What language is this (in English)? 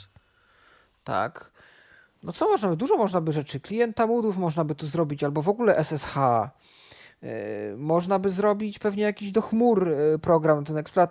Polish